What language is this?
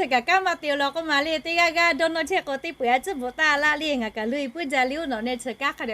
Lahu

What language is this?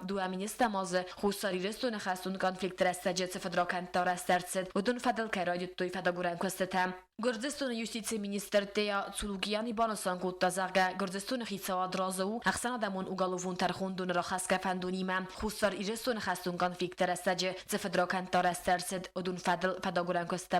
Ossetic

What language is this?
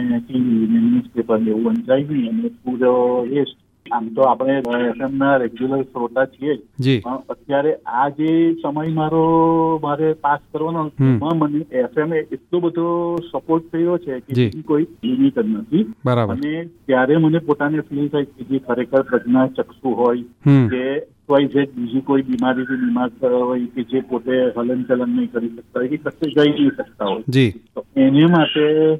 Gujarati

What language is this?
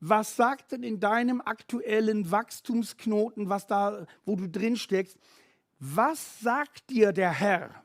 Swiss German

